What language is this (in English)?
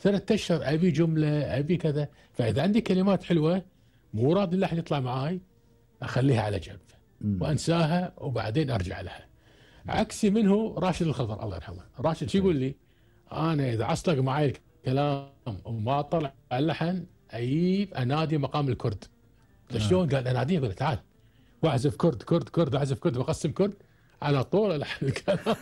Gulf Arabic